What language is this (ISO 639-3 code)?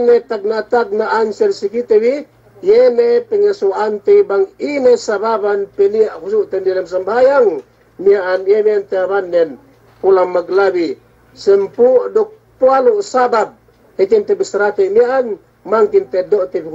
yka